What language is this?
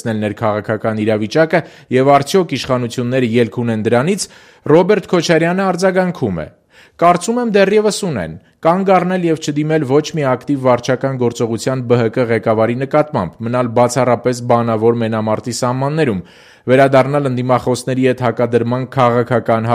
Armenian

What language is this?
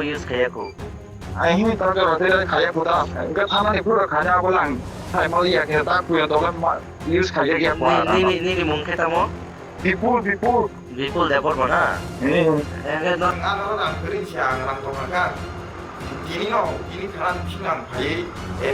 Kok Borok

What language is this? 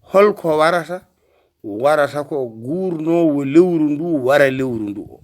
Fula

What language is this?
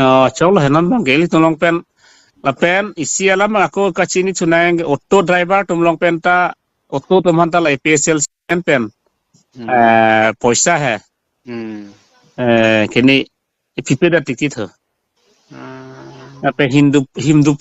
Karbi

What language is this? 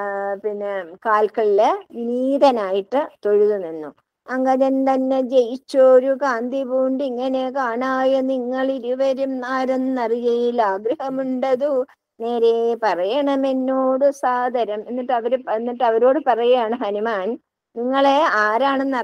Malayalam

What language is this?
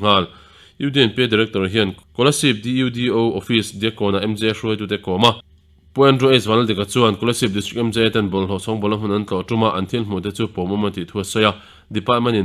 Mizo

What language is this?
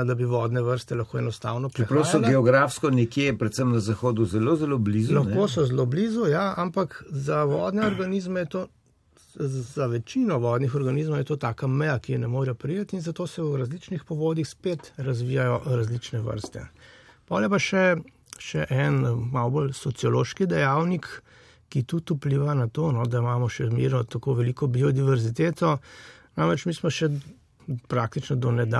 Slovenian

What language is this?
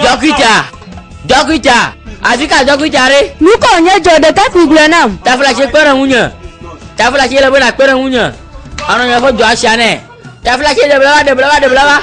Gen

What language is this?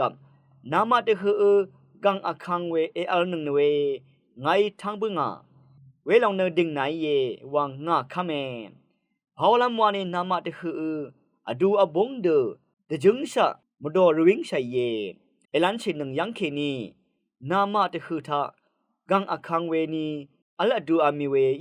Rawang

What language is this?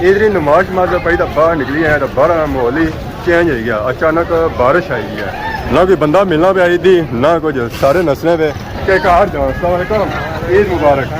Pahari-Potwari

